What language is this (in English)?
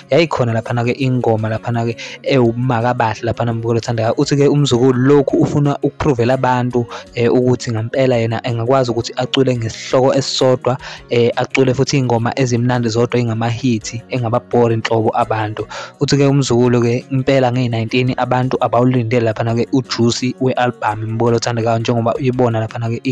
Zulu